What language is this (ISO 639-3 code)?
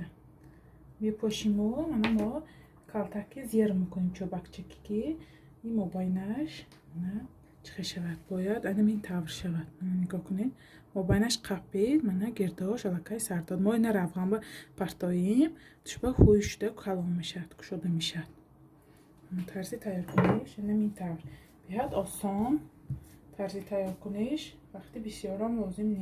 tgk